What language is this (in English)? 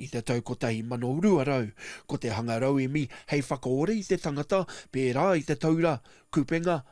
Māori